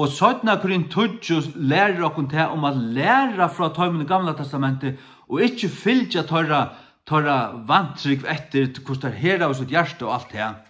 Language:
Faroese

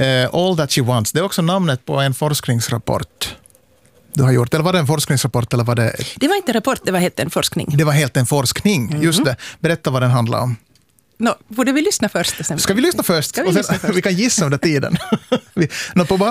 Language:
Swedish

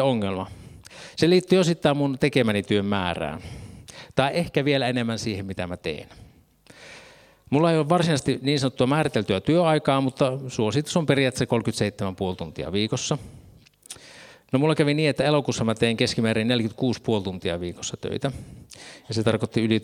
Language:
Finnish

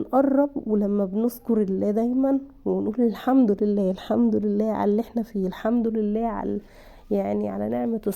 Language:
Egyptian Arabic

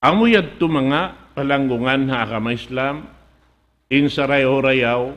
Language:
Tausug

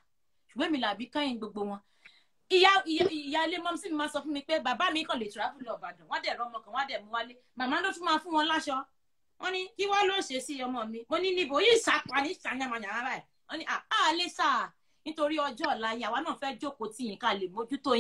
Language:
Yoruba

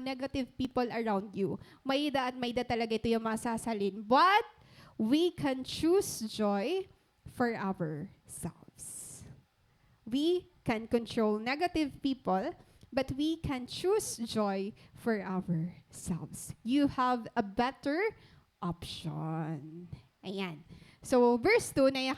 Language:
Waray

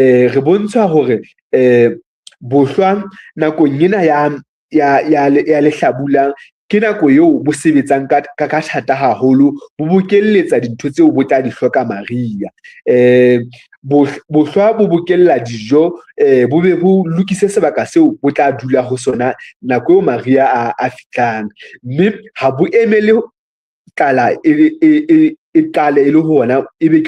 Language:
Southern Sotho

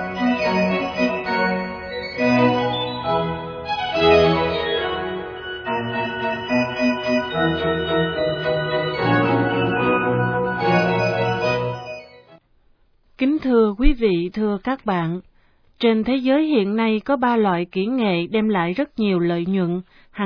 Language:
Vietnamese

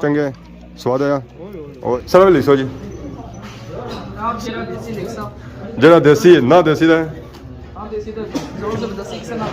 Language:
Pahari-Potwari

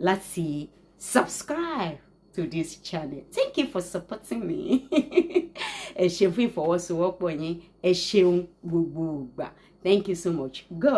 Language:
Yoruba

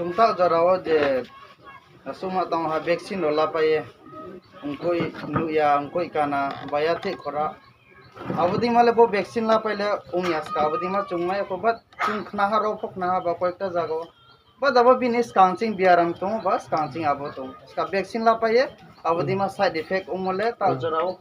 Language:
Riang (India)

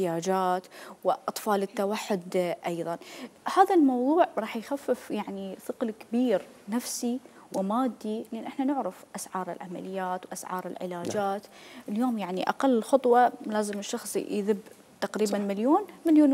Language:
Mesopotamian Arabic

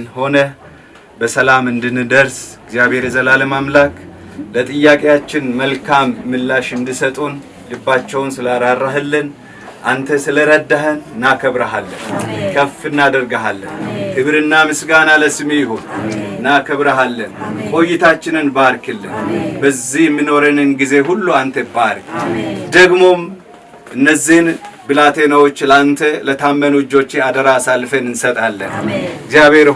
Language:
Amharic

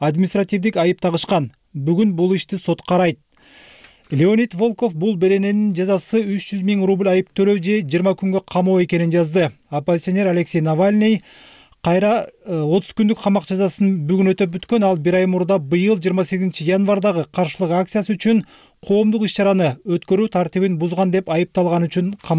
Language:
Kyrgyz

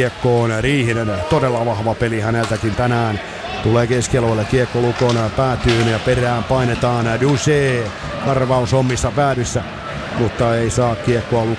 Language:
Finnish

